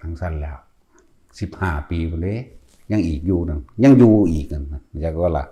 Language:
Northeastern Thai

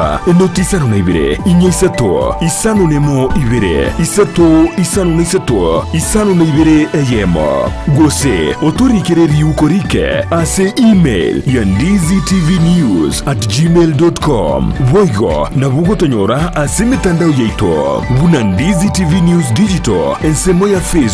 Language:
Gusii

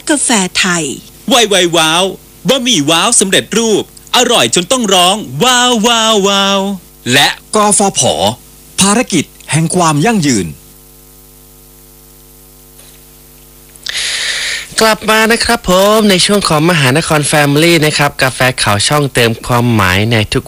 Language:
Thai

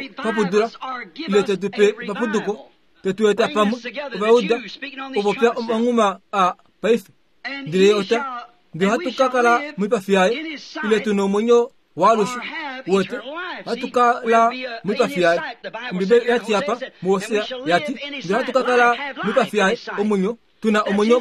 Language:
Kuanyama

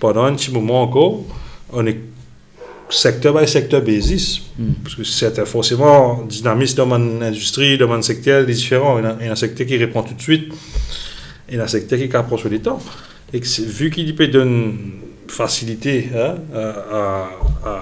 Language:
Morisyen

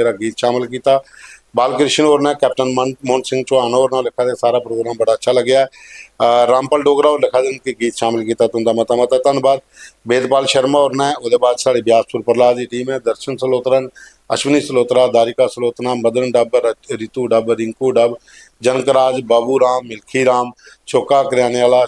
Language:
Dogri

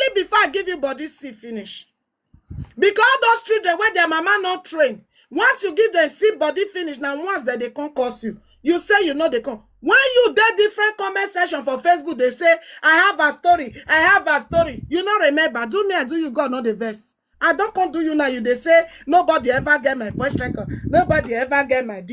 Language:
Nigerian Pidgin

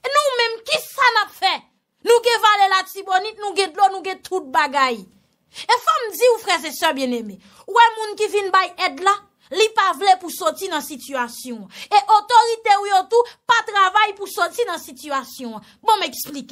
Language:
Haitian Creole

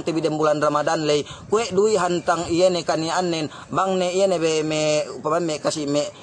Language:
Yakan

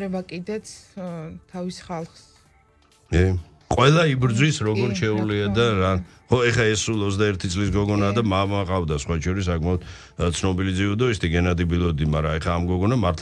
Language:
Georgian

